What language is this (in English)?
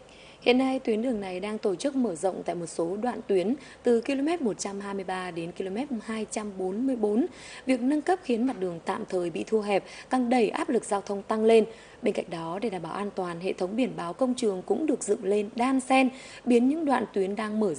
Vietnamese